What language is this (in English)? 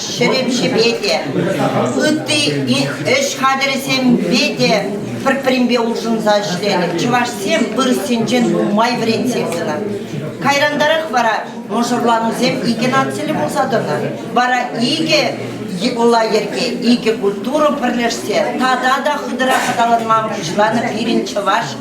Chuvash